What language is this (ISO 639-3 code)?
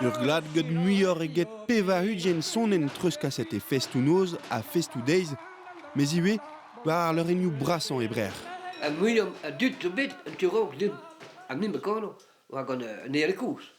bre